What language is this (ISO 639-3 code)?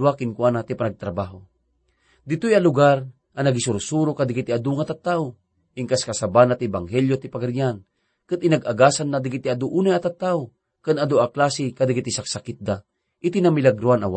ilo